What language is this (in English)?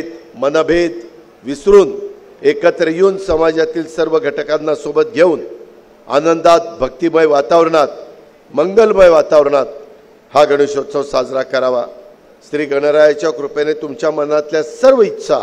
Marathi